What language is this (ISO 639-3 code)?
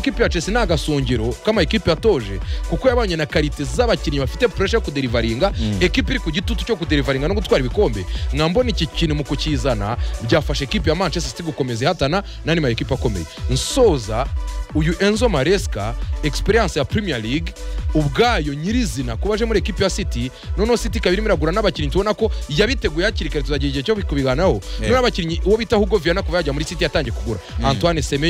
kin